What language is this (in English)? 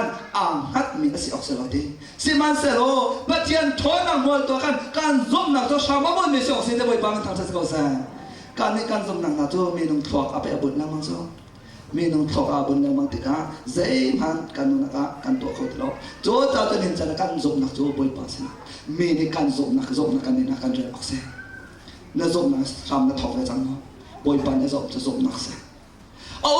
Hakha Chin